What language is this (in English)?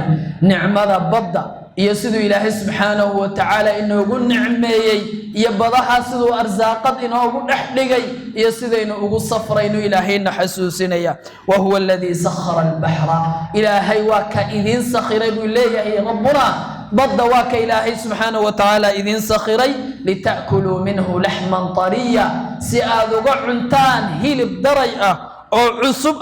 Somali